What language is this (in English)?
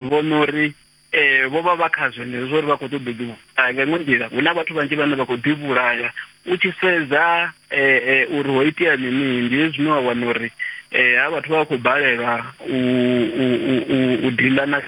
Venda